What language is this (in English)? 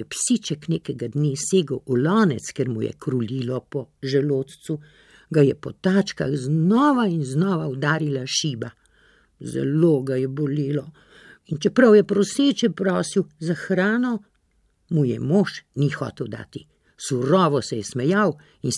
Slovenian